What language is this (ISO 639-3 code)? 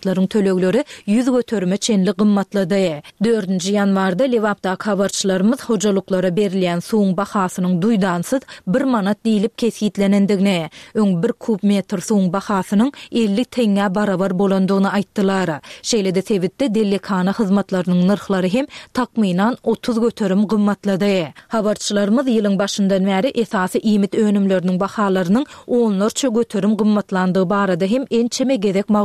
tuk